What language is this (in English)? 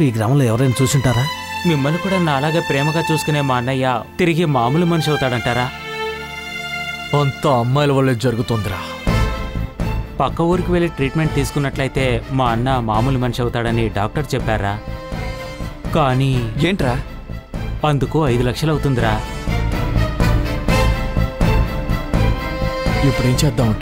Telugu